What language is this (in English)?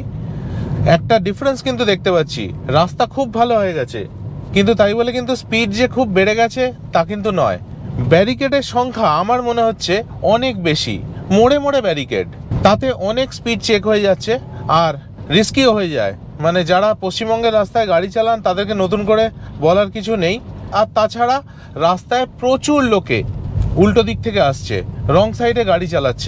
Bangla